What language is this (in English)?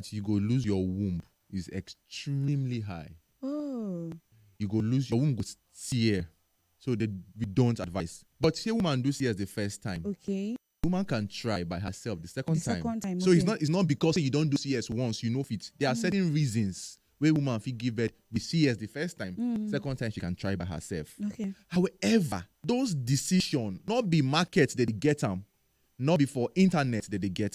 Nigerian Pidgin